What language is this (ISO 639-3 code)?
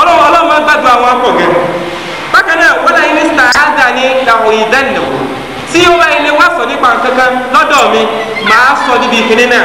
yor